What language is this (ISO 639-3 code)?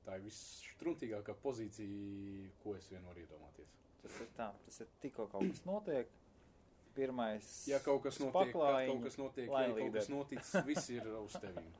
lav